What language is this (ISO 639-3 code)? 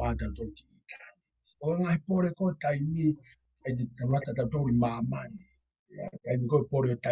ton